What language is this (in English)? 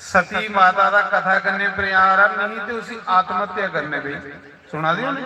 Dogri